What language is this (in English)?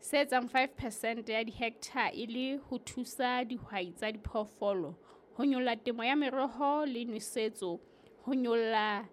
Southern Sotho